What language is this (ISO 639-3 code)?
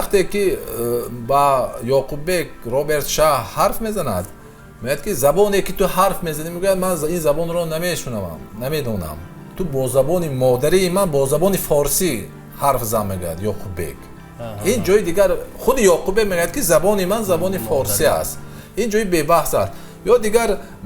tgk